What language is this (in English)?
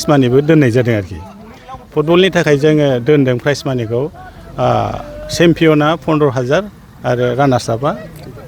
Bodo